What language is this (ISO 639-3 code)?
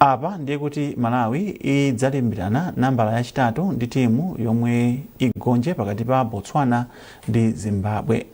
nya